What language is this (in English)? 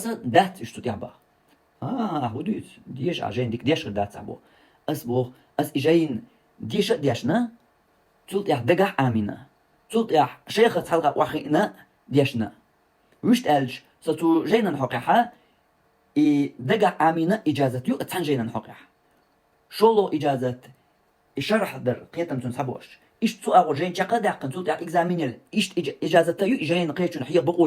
Chechen